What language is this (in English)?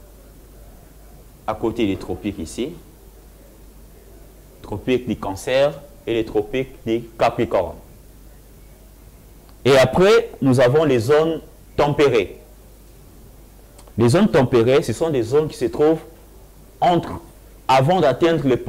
French